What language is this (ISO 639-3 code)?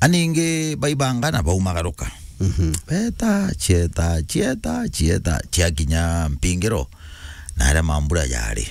mer